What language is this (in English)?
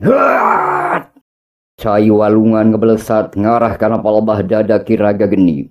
Sundanese